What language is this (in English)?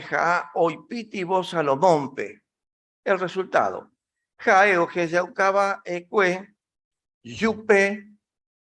Guarani